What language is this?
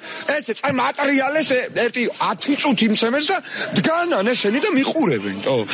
Georgian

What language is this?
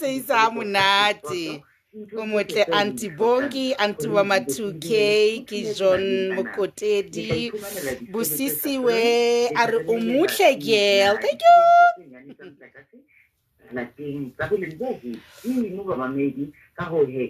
Southern Sotho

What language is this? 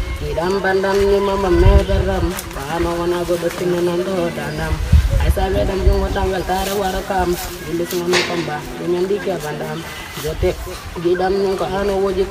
Pular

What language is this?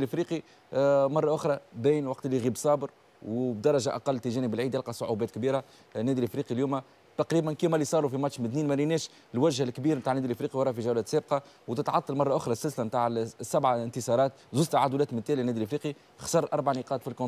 Tunisian Arabic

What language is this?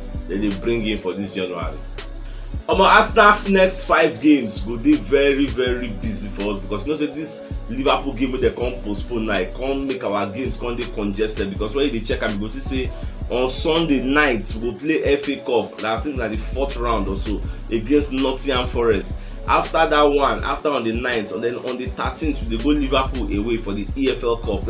Nigerian Pidgin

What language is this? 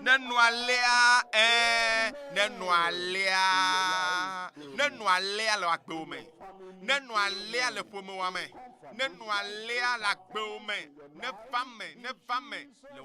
Ewe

